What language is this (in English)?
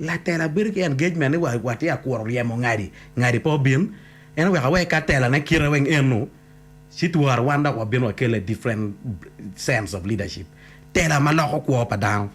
Acoli